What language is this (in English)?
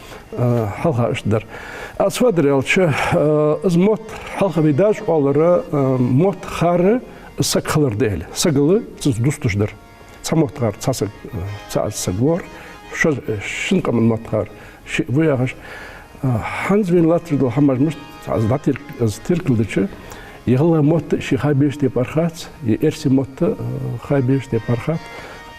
Ingush